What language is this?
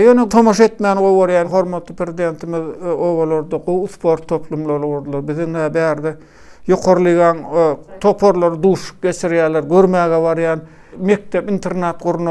Turkmen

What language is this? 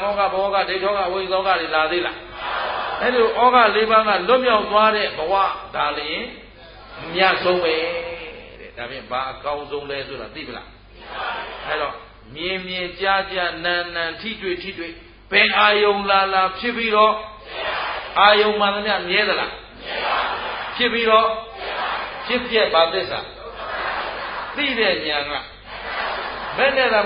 Burmese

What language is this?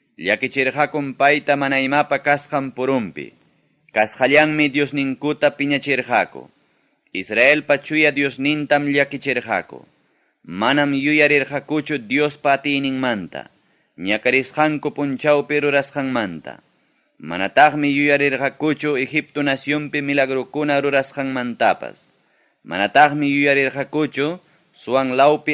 Ayacucho Quechua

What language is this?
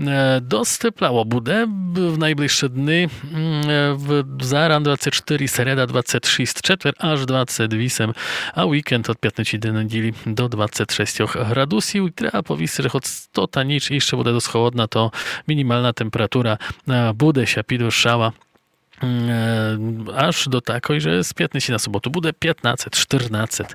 Rusyn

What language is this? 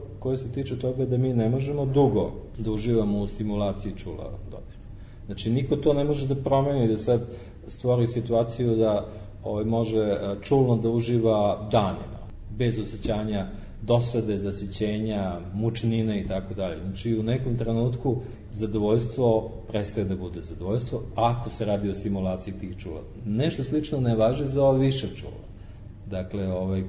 Serbian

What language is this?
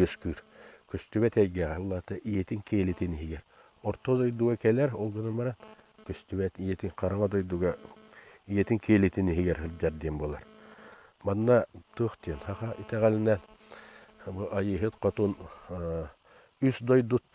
Yakut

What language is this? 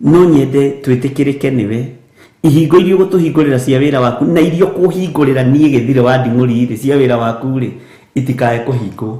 Kikuyu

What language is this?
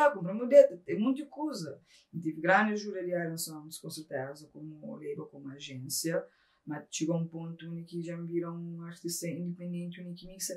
Kabuverdianu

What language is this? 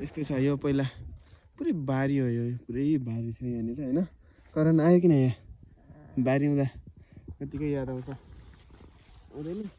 Nepali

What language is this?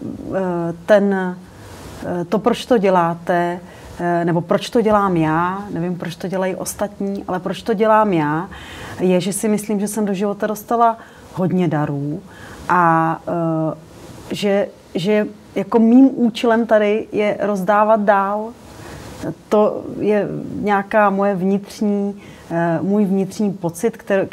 Czech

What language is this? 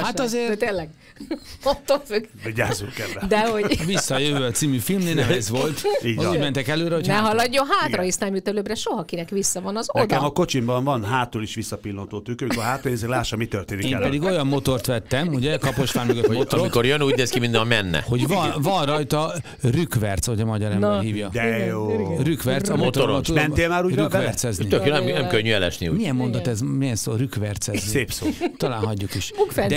Hungarian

